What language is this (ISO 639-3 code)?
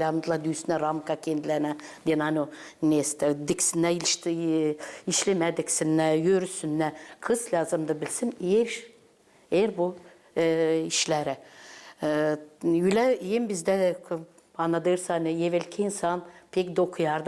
gag